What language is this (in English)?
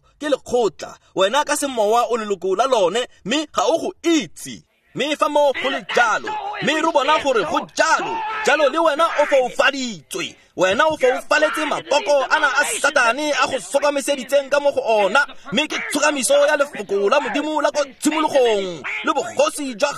Tswana